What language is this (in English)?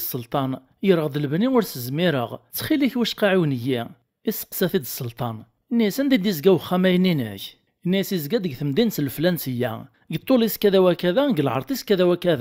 Kabyle